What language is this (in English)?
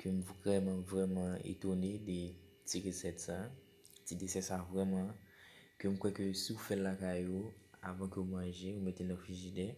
Haitian Creole